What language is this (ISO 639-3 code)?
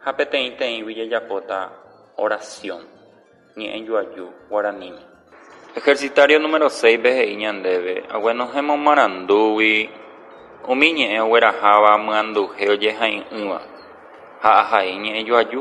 grn